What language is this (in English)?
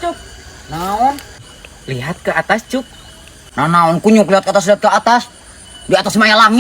Sundanese